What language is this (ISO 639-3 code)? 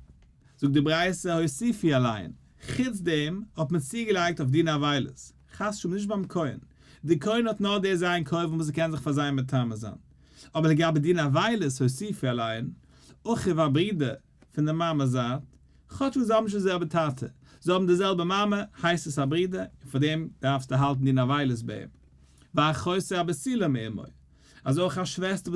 yid